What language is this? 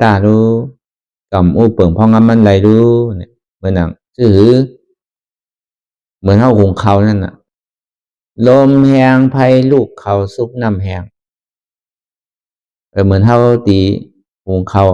Shan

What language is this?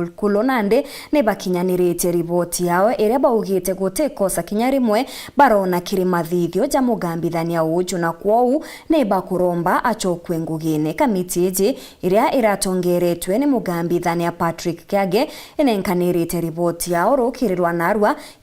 Meru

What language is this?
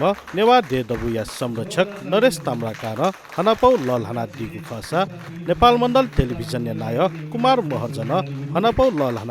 Newari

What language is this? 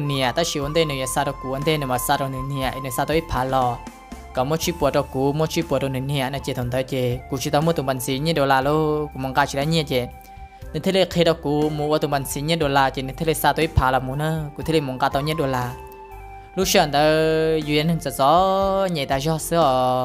Vietnamese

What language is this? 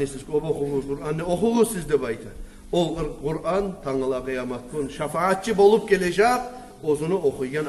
Kumyk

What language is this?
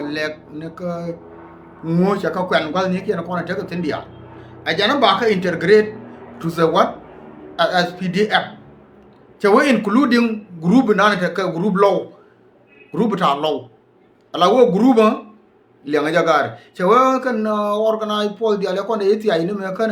Nuer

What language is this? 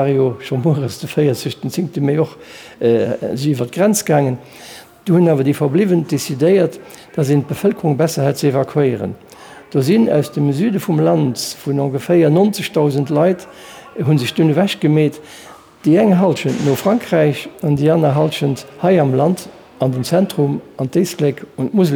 Luxembourgish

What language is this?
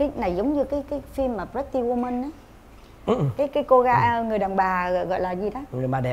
Vietnamese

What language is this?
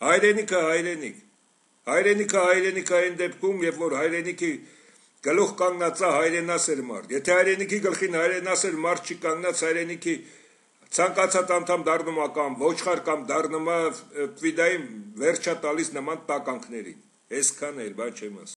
Armenian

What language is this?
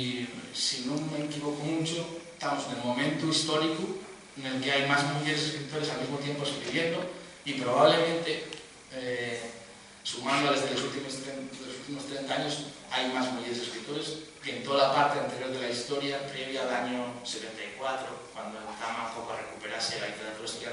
Asturian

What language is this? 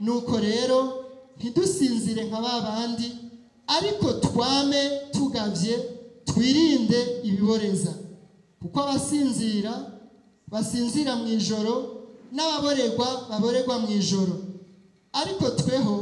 Rundi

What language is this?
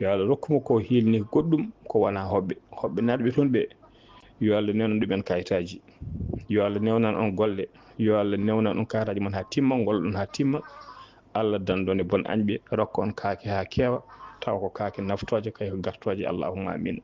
Fula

